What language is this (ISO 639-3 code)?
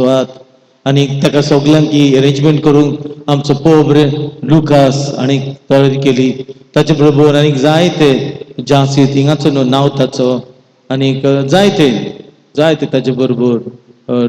kok